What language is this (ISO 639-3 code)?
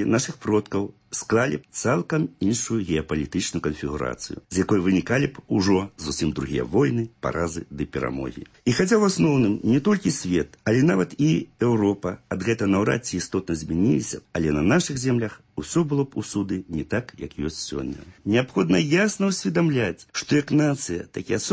bel